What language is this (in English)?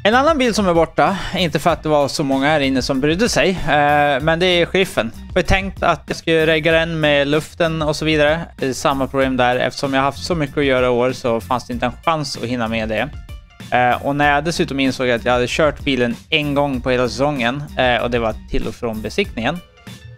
Swedish